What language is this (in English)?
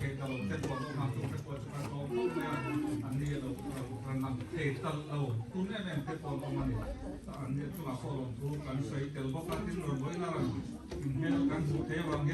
Mizo